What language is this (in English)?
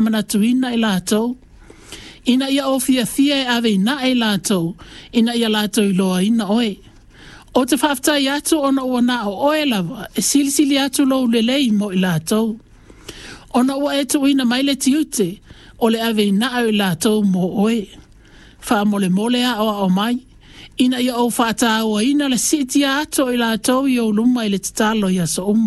Samoan